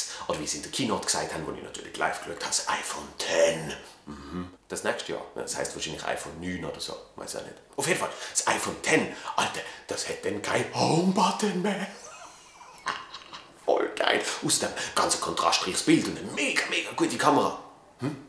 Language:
Swiss German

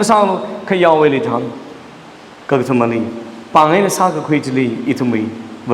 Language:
Tangkhul Naga (India)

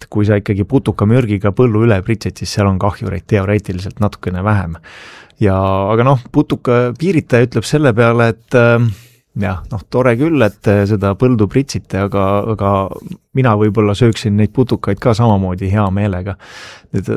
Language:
Estonian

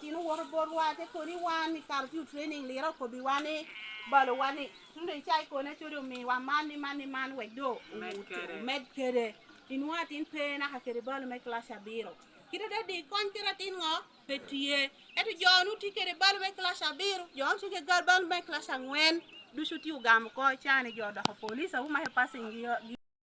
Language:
Lango (Uganda)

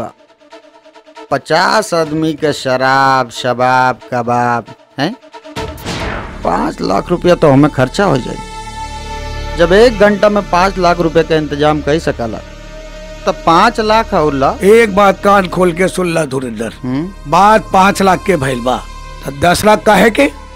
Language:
Bhojpuri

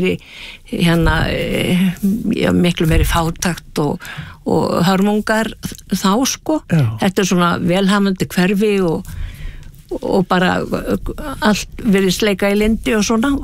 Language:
Icelandic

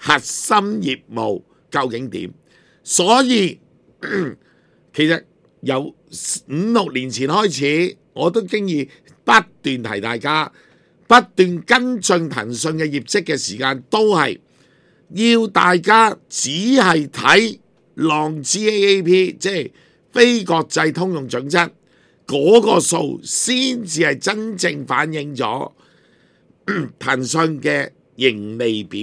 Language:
Cantonese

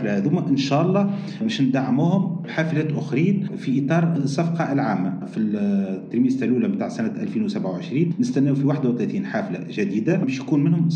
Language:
Tunisian Arabic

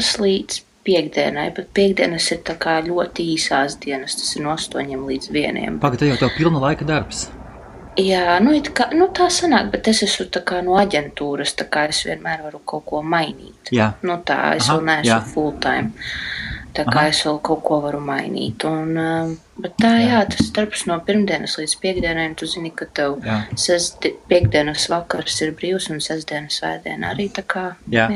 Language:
Latvian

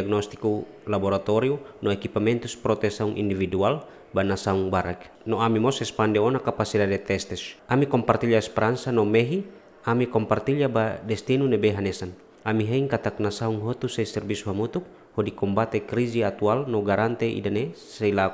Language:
Tetum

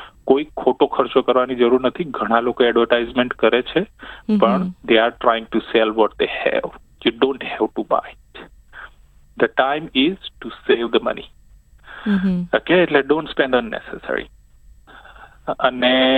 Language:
Gujarati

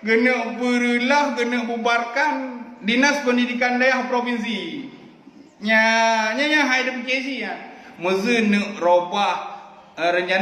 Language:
Achinese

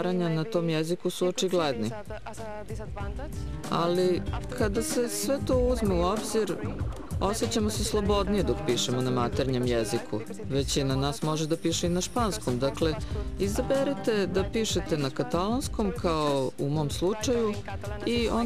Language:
Serbian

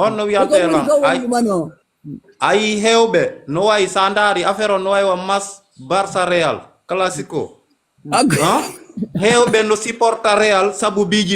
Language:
Fula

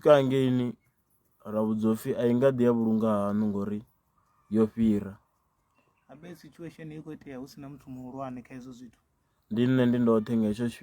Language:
Venda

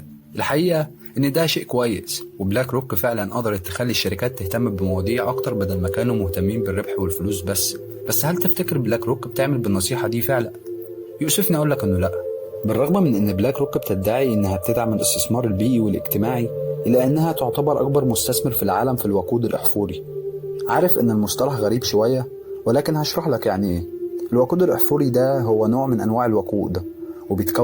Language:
Egyptian Arabic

